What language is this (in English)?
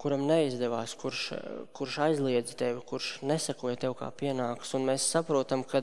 Latvian